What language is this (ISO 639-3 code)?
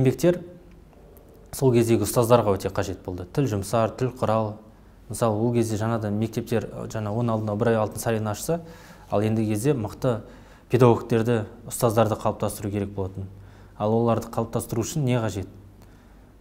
kaz